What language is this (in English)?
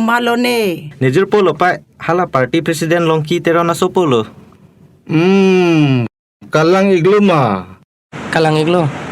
Karbi